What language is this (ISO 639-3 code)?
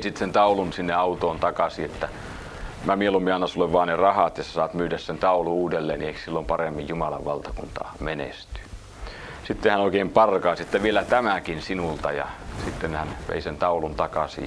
fin